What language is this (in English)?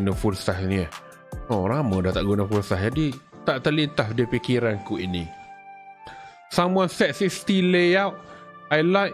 Malay